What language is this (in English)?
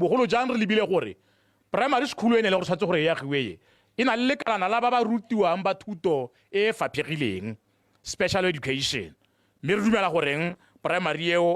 Tswana